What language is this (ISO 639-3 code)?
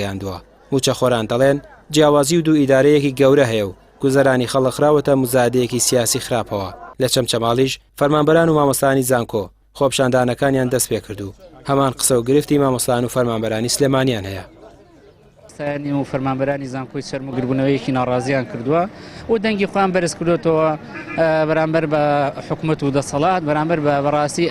ckb